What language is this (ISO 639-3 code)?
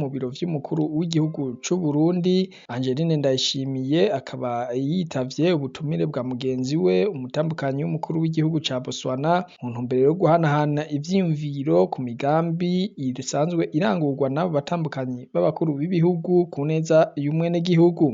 run